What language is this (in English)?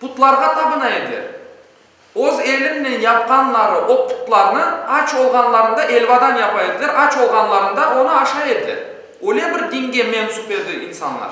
Crimean Tatar